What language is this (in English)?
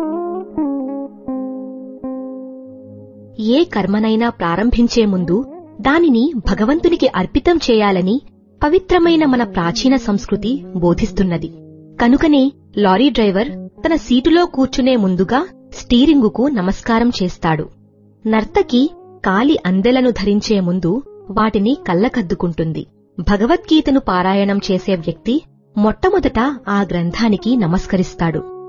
Telugu